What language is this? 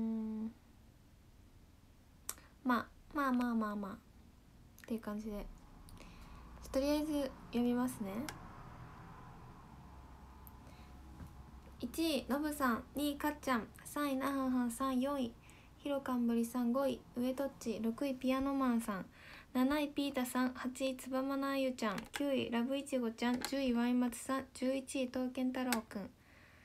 Japanese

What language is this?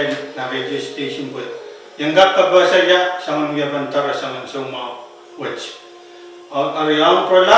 Pohnpeian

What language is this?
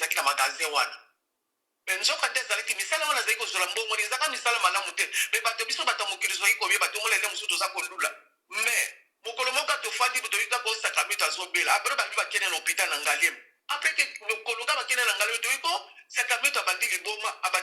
Lingala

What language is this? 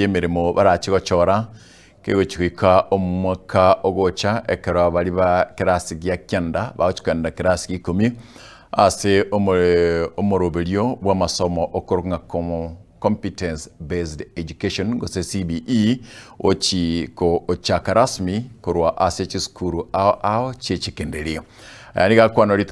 Gusii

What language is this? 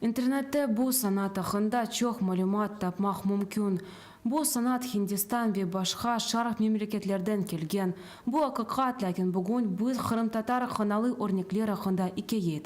Crimean Tatar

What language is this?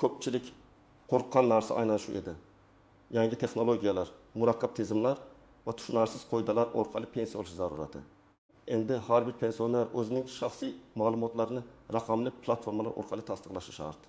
Uzbek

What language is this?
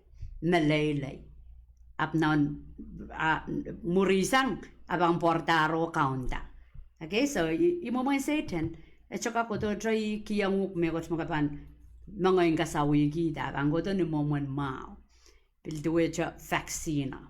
Pohnpeian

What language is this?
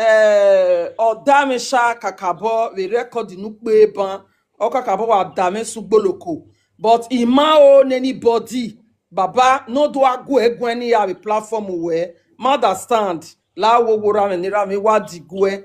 Nigerian Pidgin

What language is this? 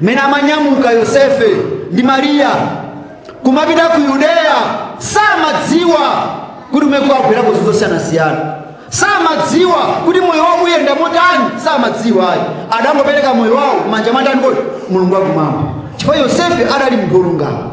Nyanja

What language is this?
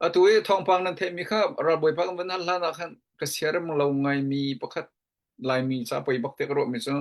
Hakha Chin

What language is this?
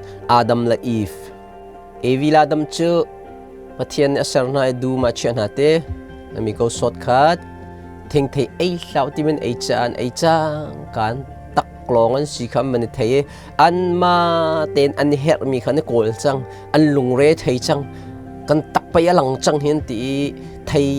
Hakha Chin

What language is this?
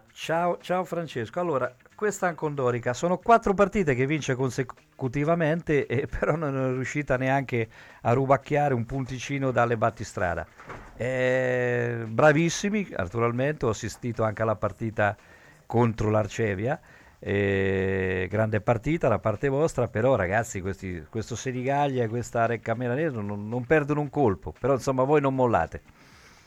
Italian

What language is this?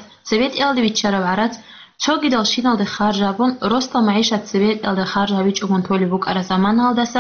Avaric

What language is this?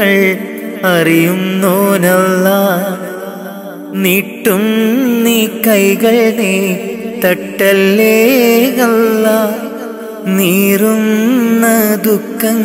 Malayalam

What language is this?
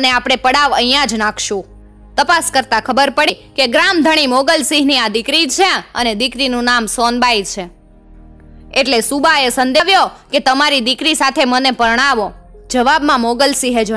Gujarati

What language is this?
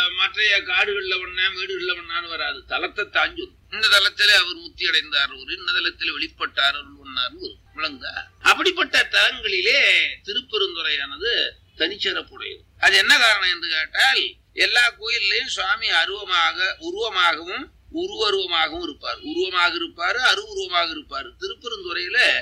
Tamil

